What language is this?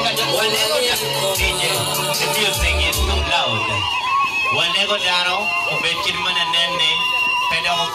Acoli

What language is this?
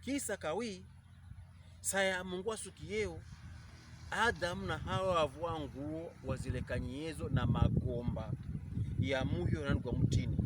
Pokomo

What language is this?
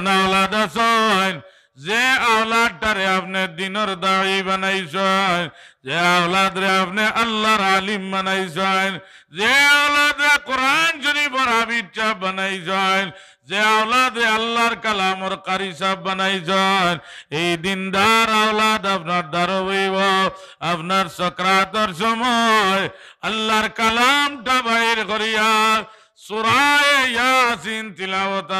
Sylheti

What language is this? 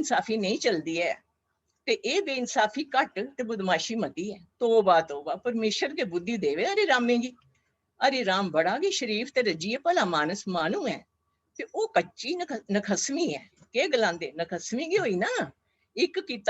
Dogri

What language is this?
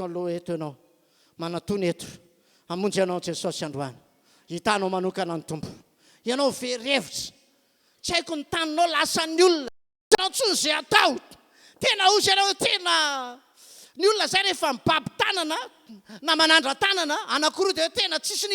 Malagasy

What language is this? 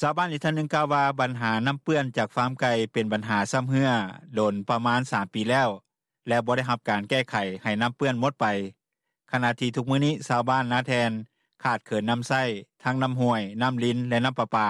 Lao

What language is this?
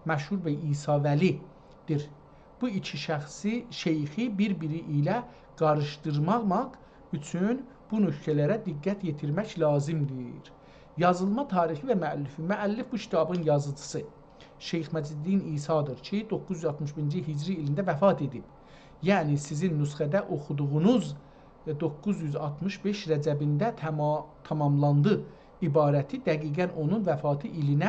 South Azerbaijani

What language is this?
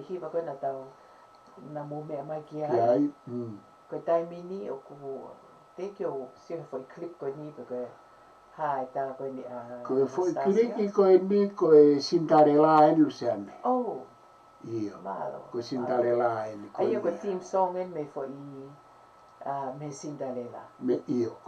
Tongan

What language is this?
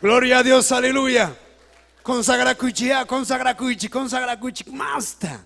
Ayacucho Quechua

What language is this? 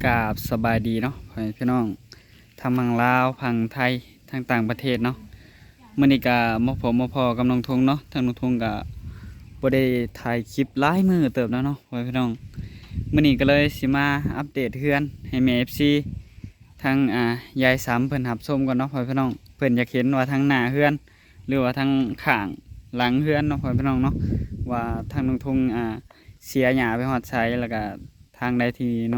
Lao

